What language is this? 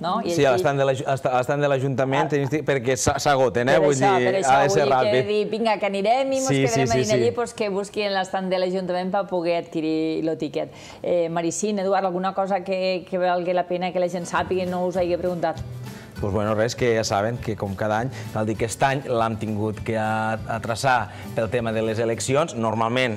Catalan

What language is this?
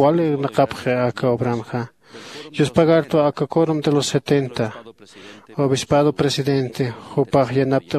Aymara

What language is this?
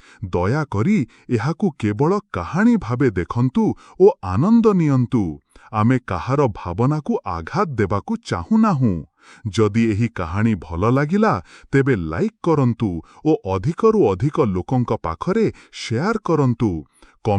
Odia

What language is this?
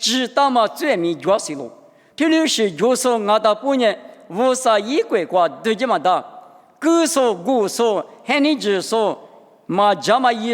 Lisu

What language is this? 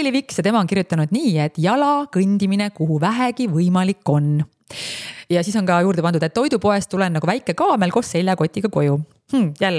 Estonian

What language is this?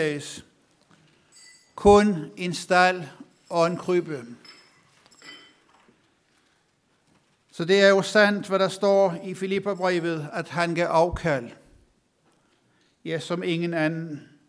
Danish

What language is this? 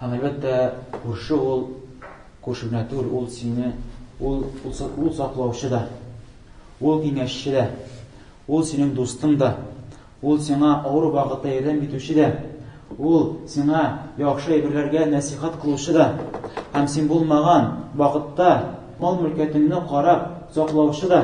Tatar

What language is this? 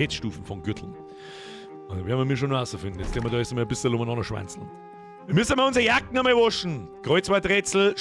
Bavarian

